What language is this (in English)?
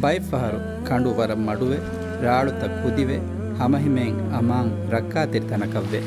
Divehi